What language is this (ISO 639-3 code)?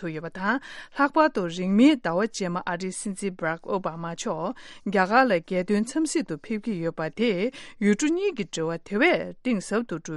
bod